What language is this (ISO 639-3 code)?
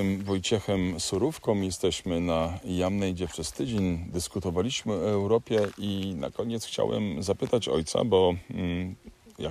pol